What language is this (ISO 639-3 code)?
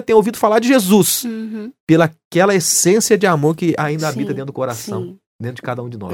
por